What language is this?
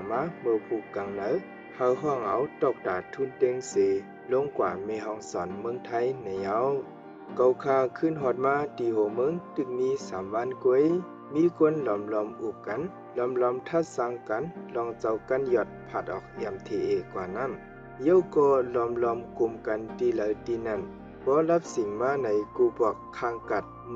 Shan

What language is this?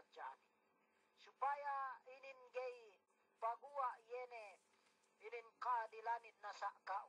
Yakan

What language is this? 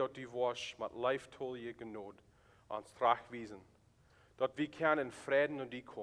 Plautdietsch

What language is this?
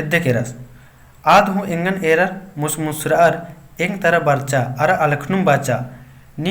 Kurukh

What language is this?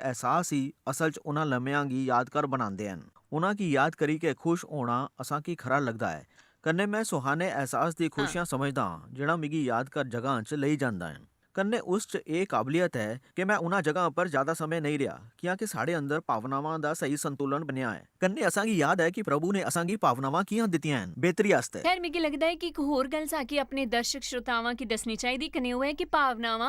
Dogri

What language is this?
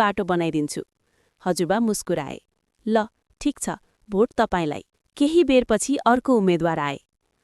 Nepali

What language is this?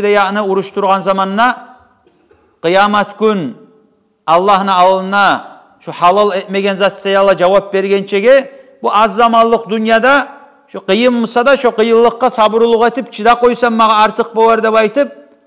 Kumyk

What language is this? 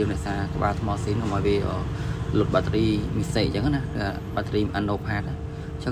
Khmer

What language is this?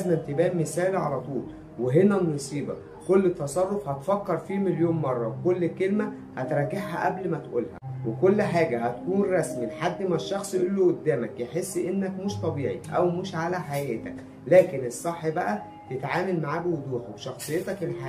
Egyptian Arabic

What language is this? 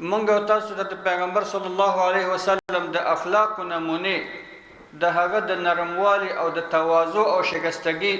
Pashto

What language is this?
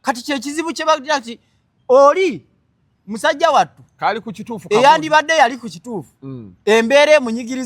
Ganda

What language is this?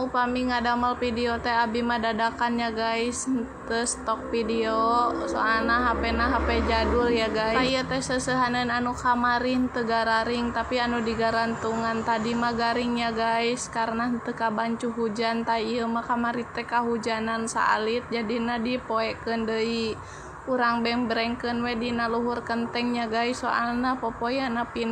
Sundanese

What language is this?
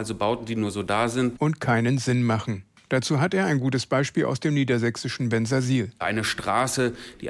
German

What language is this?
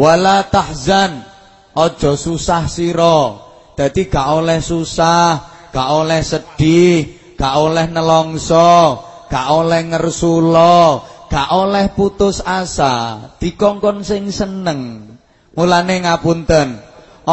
Javanese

